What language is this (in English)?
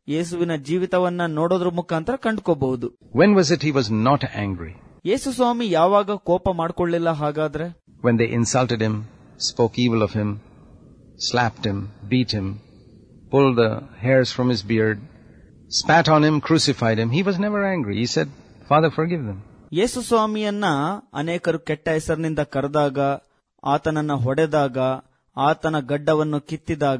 Kannada